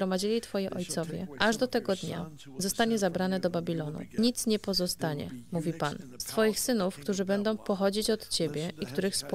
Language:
Polish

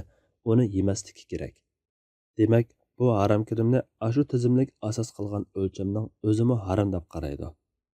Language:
Uyghur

